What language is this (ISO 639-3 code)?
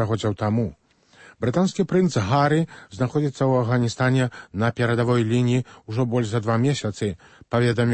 bel